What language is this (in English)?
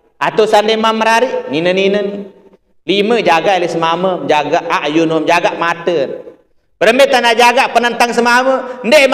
Sasak